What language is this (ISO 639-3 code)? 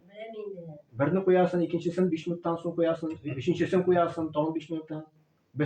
tat